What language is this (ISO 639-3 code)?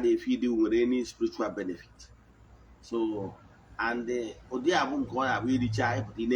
ibo